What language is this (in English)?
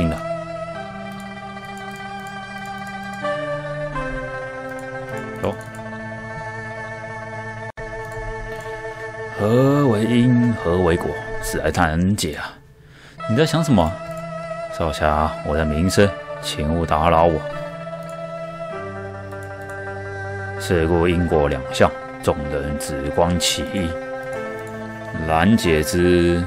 Chinese